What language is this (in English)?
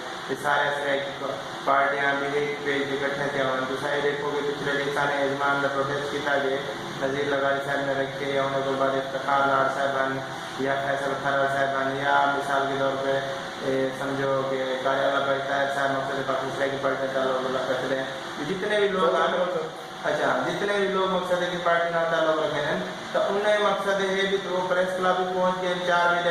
Saraiki